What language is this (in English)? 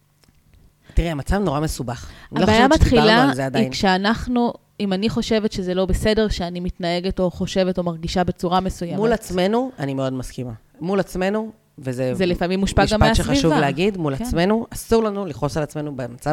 Hebrew